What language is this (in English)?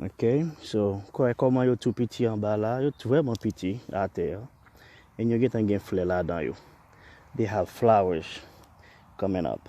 Haitian Creole